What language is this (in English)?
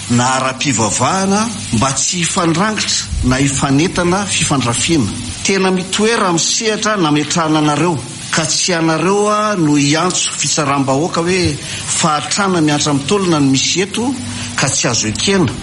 Malagasy